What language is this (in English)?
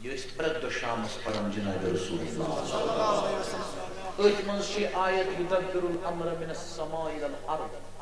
Kashmiri